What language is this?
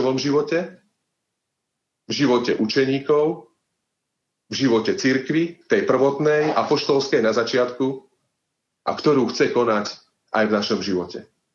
Slovak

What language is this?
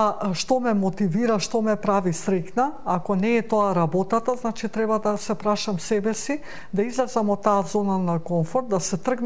Macedonian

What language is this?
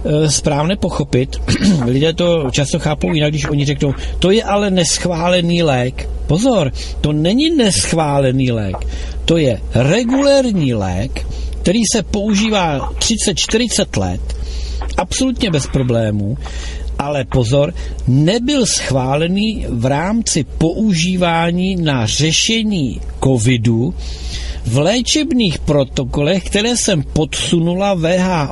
Czech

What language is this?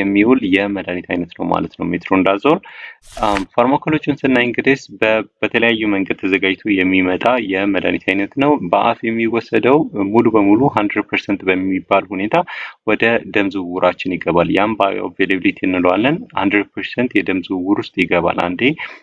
Amharic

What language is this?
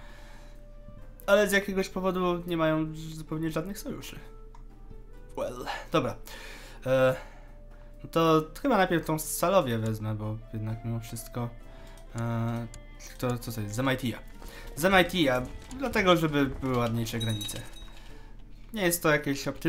Polish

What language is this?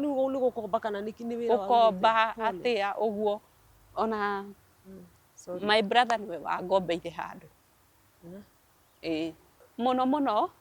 Kikuyu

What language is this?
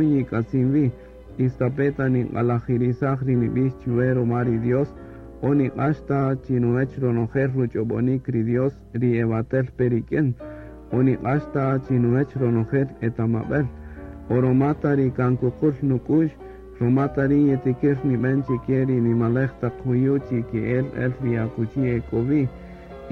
Kaqchikel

